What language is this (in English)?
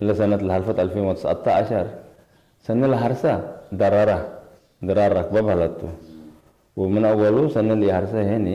Tigre